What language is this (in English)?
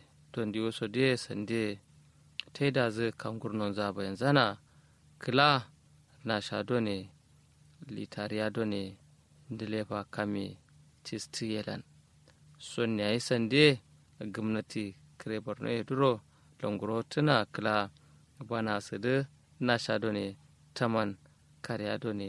Kanuri